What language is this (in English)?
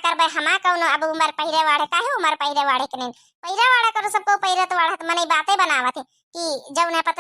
Awadhi